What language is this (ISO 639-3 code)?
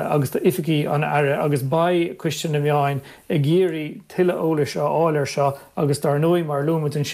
gle